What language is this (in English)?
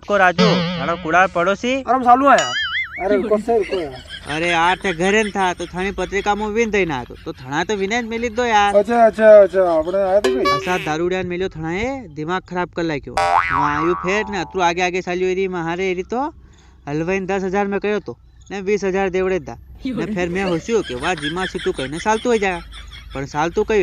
Rajasthani